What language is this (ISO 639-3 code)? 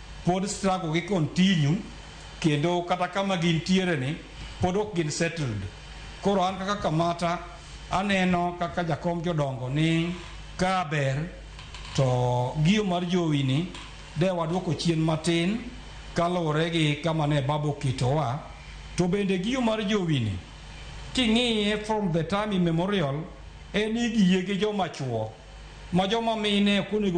luo